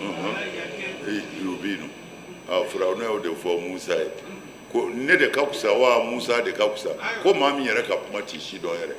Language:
Bambara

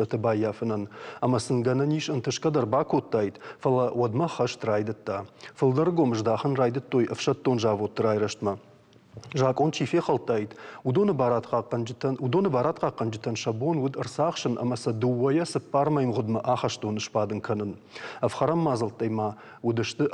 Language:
Ossetic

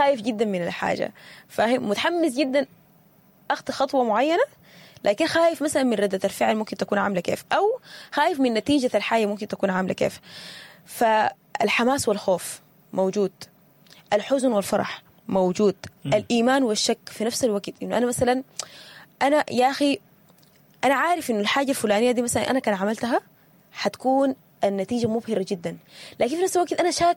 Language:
Sudanese Arabic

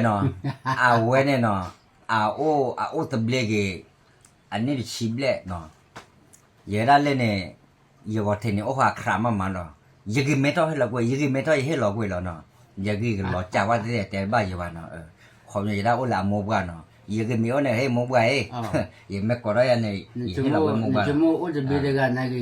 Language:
S'gaw Karen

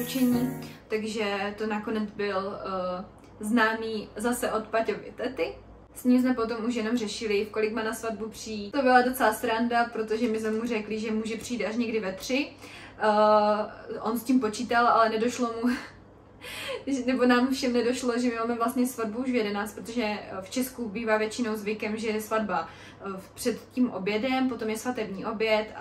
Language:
Czech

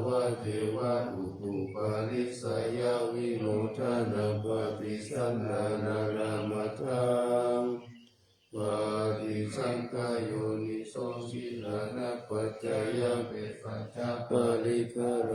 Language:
Pali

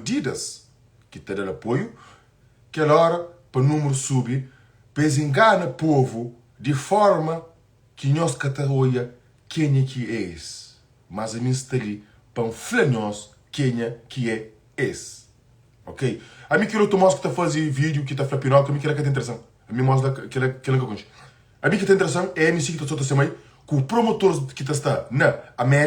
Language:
Kabuverdianu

